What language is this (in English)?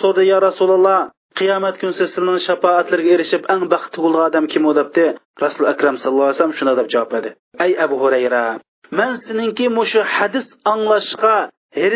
Uyghur